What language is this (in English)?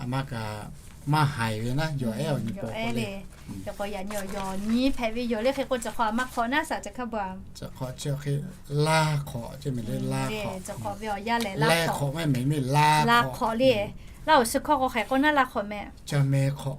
Lahu